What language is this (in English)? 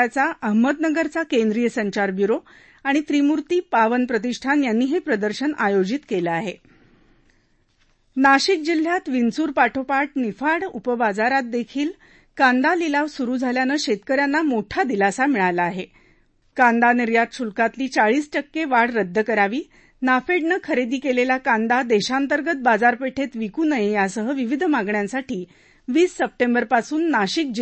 Marathi